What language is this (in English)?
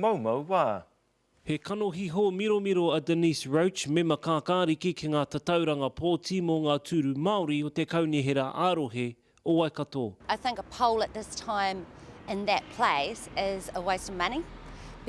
Māori